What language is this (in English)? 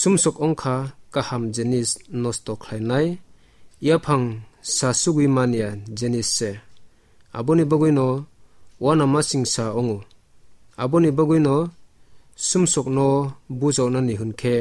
Kok Borok